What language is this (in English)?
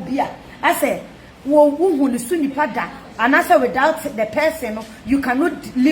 Akan